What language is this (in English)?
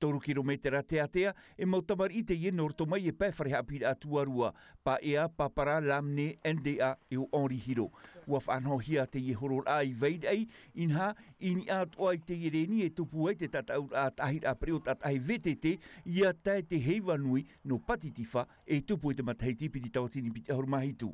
Tahitian